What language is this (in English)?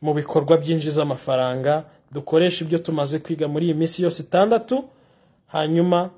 Kinyarwanda